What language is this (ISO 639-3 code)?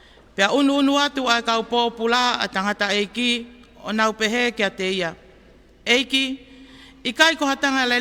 ton